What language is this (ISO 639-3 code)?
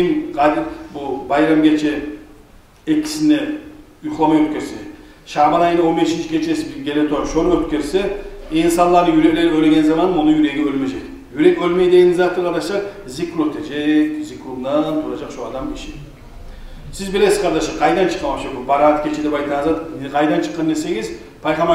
kum